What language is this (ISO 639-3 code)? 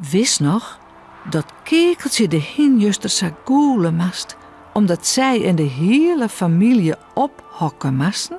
fry